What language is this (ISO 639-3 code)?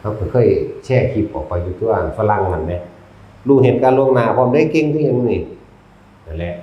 tts